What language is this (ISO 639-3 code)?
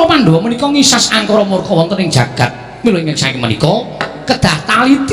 jav